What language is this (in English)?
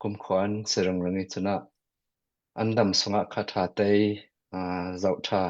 Hakha Chin